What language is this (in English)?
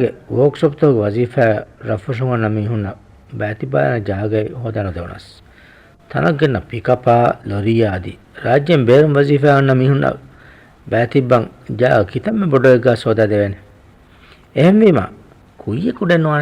Divehi